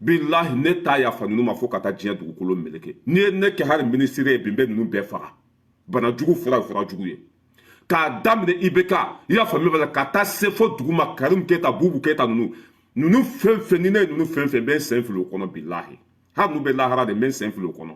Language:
Bambara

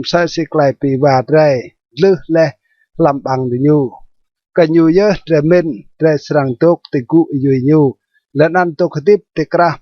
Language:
Rade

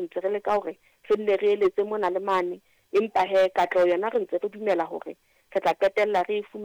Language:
Southern Sotho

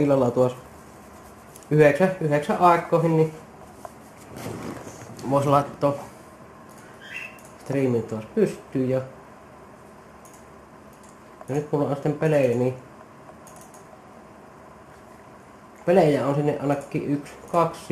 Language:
Finnish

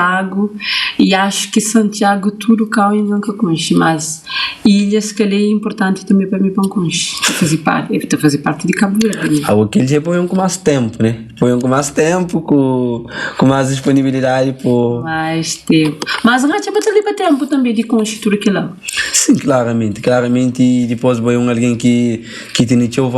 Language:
Kabuverdianu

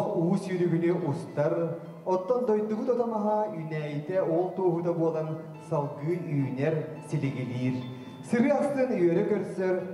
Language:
Yakut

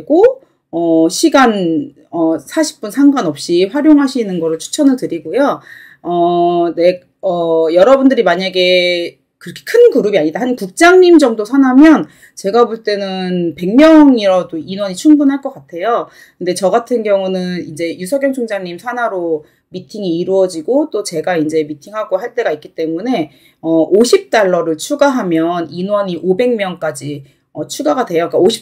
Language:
Korean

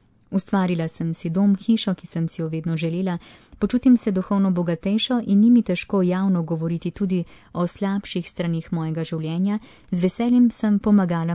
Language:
Slovenian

